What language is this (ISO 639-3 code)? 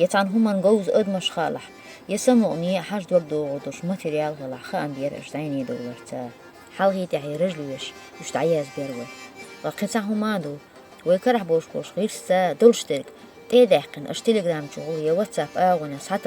che